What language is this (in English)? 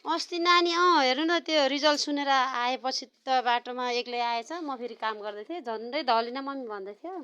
Nepali